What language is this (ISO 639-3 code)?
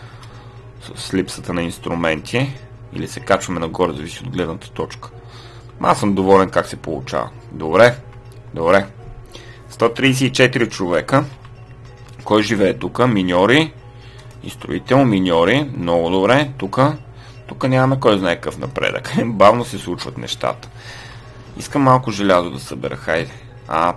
bul